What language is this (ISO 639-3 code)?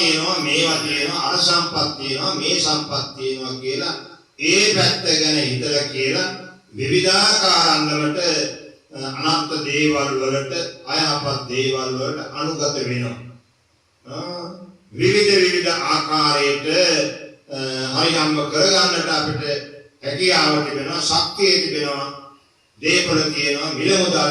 sin